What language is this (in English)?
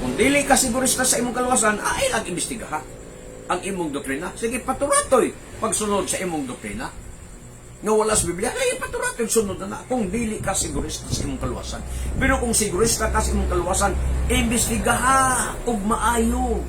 Cebuano